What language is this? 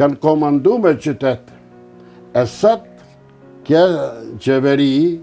Albanian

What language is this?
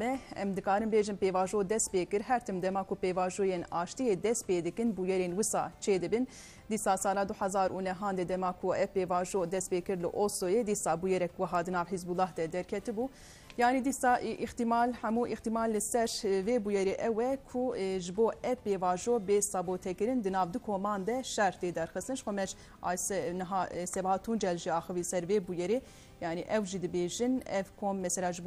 Kurdish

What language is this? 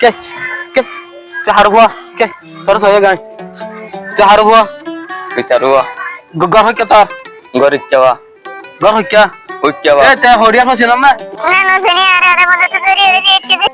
Rohingya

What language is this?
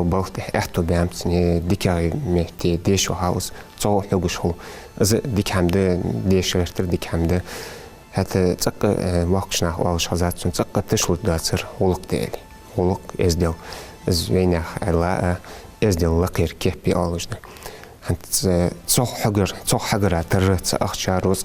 Ingush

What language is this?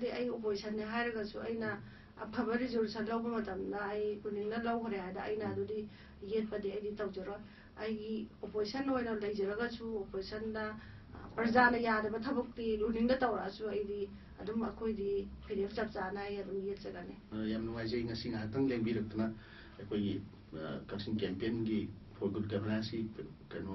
Manipuri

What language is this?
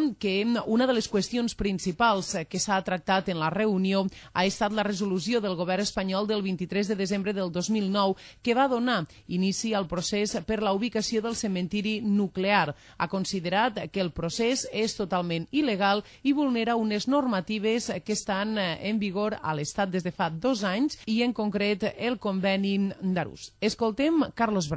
Catalan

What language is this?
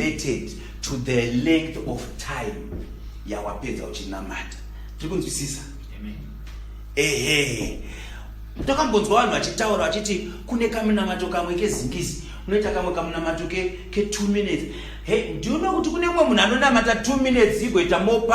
Shona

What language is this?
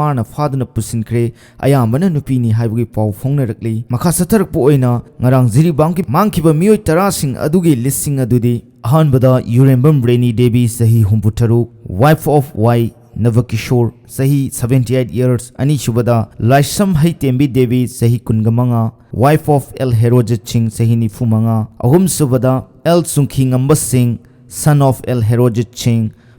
Manipuri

